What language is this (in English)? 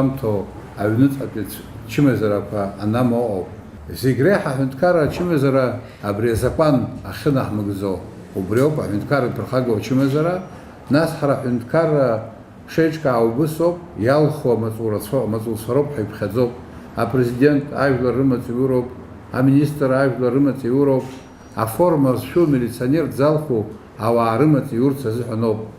Abkhazian